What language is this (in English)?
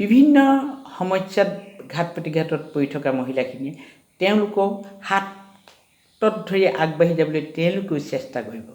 Assamese